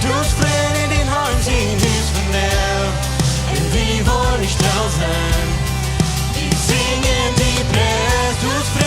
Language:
Plautdietsch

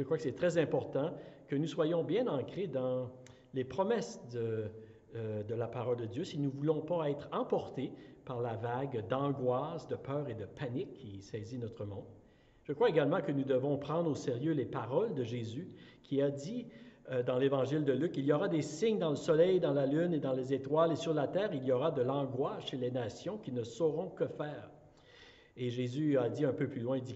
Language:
French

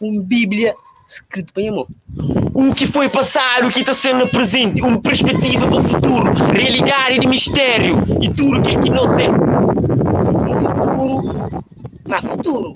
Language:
Kabuverdianu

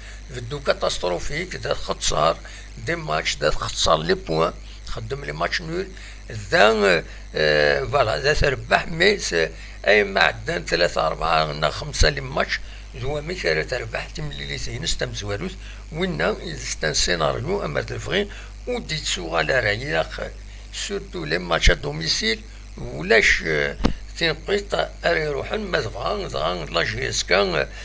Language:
Kabyle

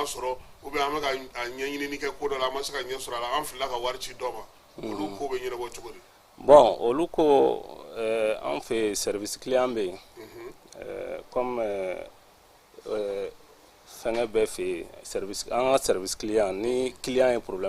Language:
Bambara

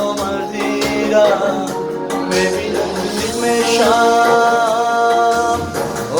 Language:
Tajik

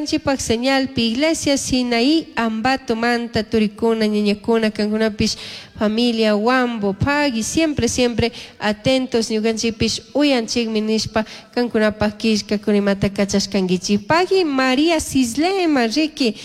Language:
Chimborazo Highland Quichua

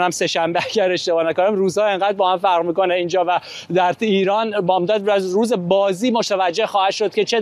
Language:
Persian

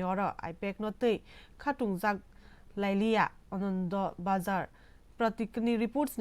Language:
Kok Borok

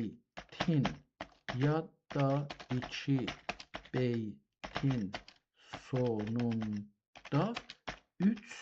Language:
South Azerbaijani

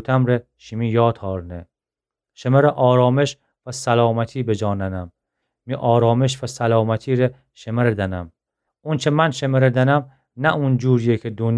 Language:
Gilaki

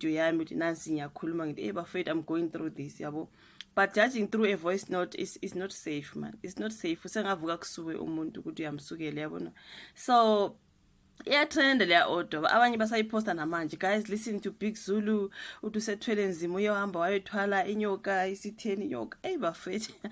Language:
Zulu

